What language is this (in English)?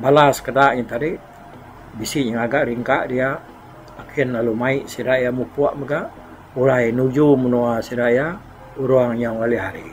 Iban